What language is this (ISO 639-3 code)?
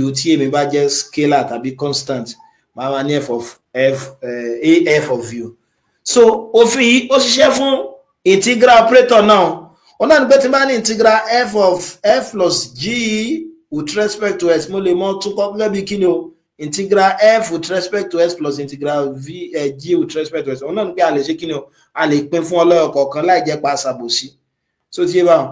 yor